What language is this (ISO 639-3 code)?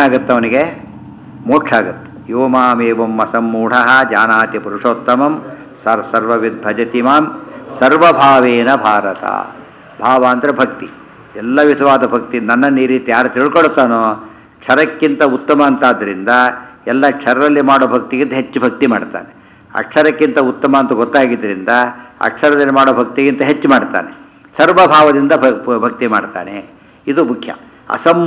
kan